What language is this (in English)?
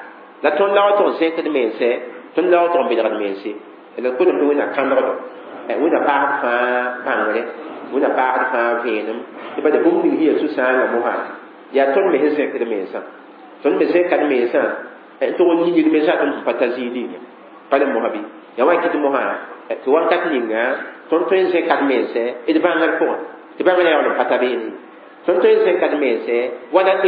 Mossi